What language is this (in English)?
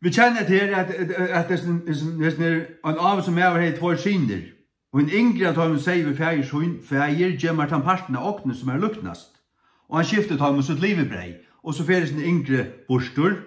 Faroese